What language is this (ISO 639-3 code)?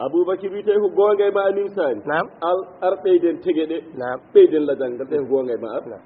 ful